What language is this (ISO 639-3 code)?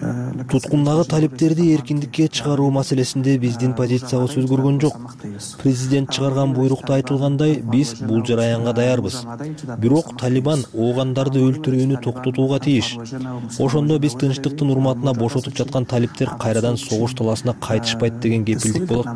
kir